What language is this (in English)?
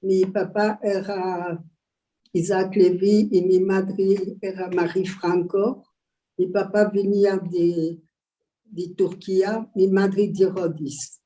Ladino